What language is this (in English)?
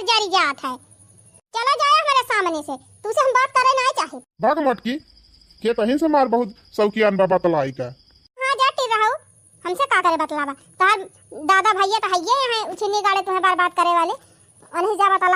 Awadhi